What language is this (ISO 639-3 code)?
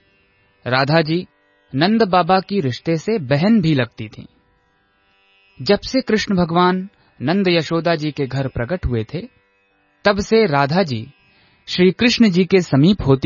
hin